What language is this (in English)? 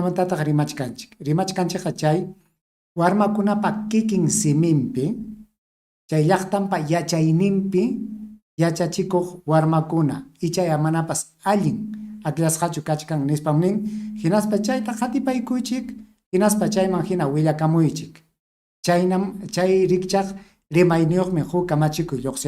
Ayacucho Quechua